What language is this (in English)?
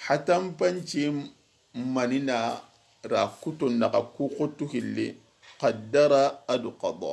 Soninke